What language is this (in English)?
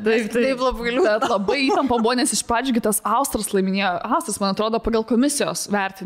Lithuanian